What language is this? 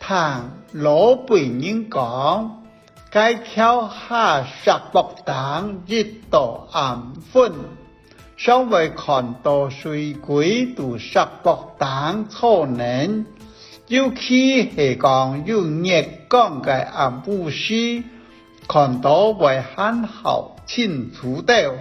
Hakka Chinese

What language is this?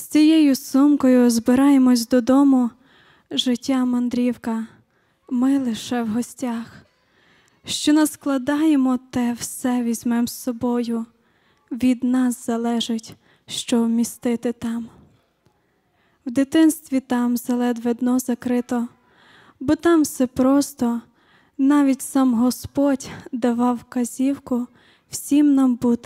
Ukrainian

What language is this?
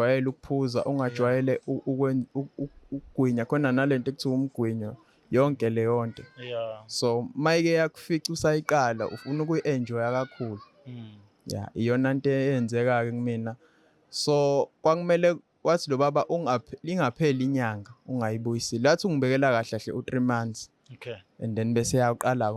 Zulu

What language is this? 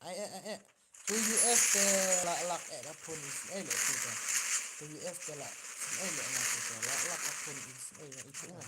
Khasi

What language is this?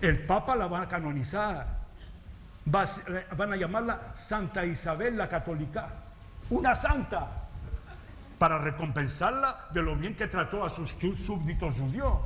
Ladino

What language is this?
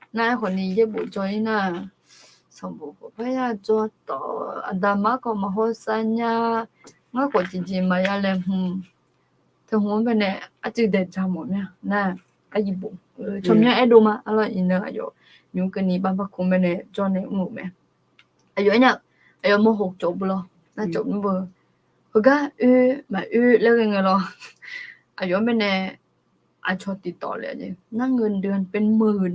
Akha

